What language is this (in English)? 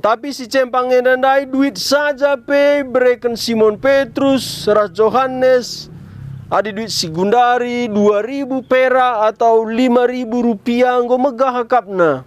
Batak Karo